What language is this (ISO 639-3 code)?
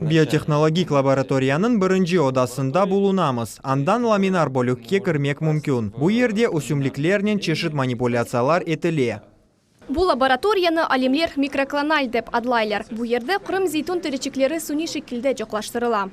crh